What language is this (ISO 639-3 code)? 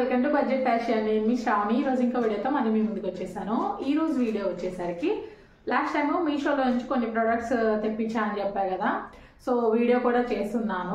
tel